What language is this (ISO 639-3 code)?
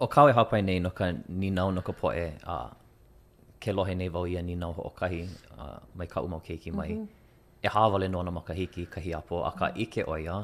haw